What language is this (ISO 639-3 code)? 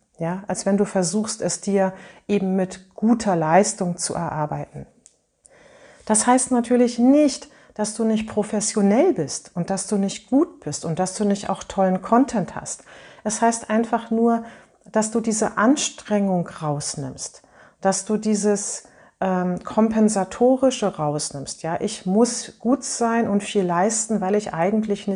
deu